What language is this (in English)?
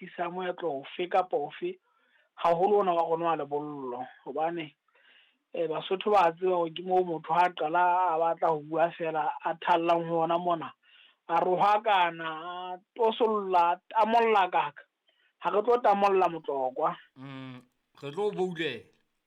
Southern Sotho